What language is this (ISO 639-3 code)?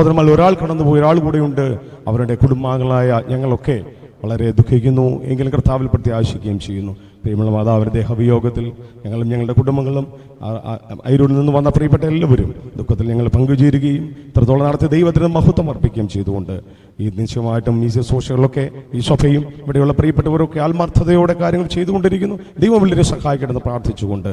mal